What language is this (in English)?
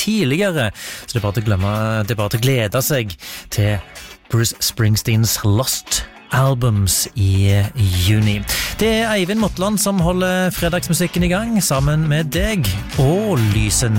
Norwegian